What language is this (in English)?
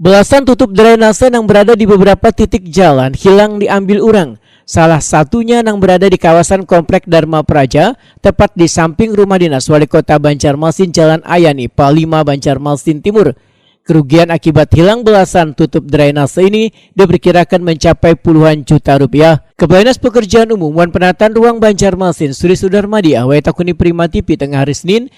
Banjar